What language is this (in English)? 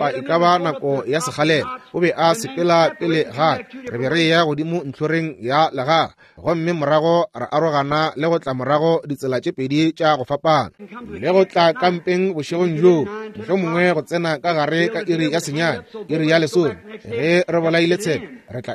Northern Sotho